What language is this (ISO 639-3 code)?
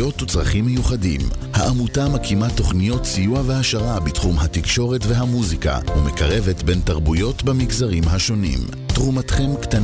heb